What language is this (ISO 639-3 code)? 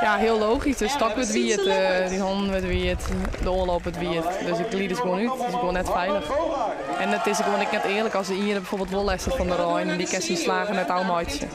fry